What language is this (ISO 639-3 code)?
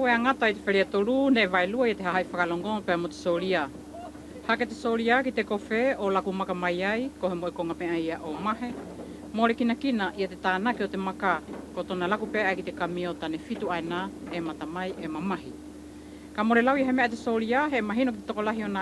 wls